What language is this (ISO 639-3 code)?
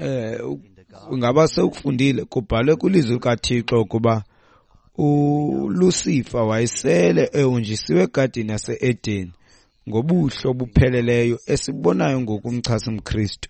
xho